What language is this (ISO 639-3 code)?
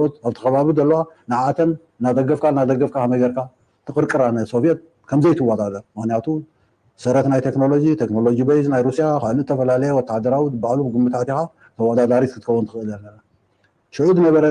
tir